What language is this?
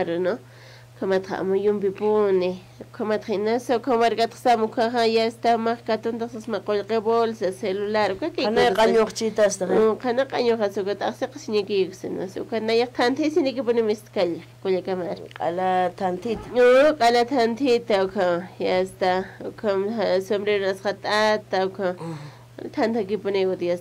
Aymara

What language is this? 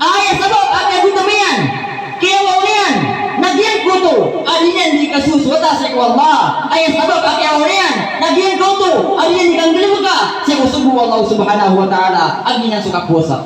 Maranao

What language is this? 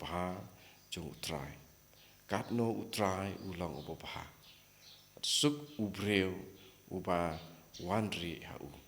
Khasi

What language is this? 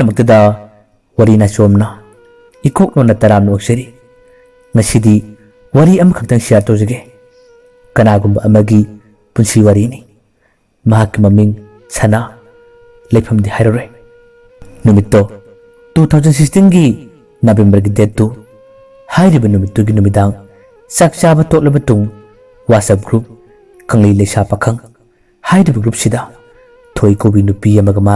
Manipuri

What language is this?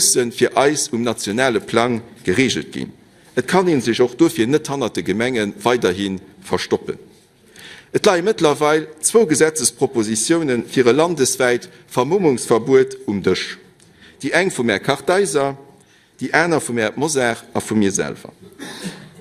Luxembourgish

